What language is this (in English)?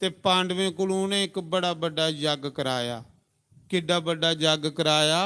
Dogri